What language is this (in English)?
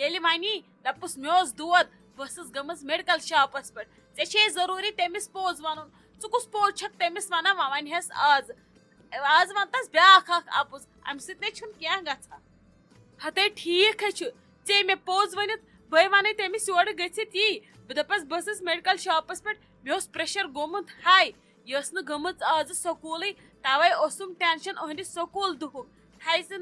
Kashmiri